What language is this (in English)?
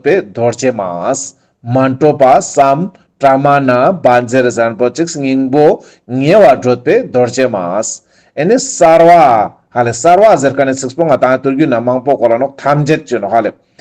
Ladakhi